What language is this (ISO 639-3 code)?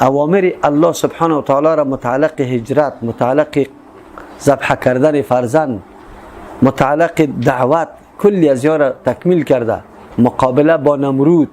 fas